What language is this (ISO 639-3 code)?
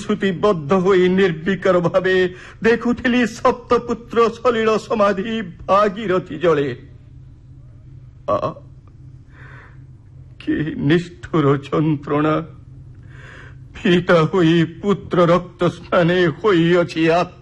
ori